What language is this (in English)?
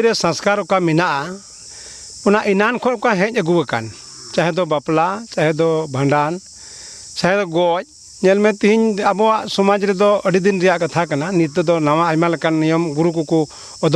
Santali